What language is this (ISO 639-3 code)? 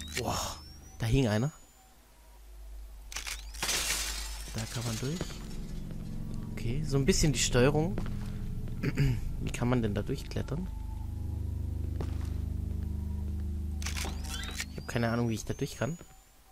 deu